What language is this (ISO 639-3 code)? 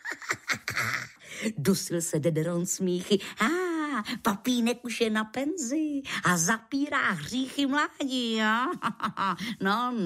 ces